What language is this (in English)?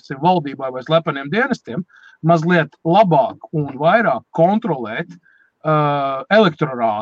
Latvian